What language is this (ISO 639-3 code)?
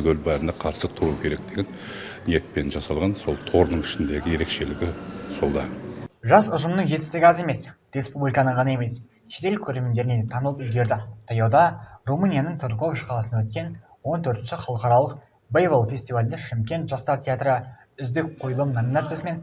kaz